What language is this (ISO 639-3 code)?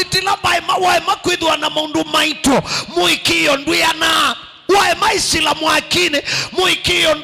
kam